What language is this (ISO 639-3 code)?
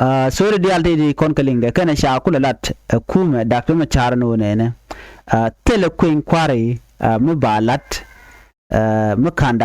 nus